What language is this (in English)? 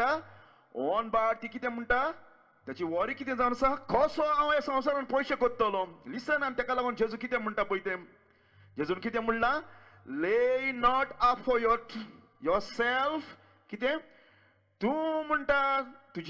Konkani